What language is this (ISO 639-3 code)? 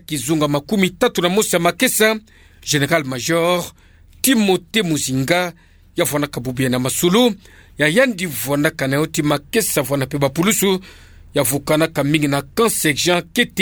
ktu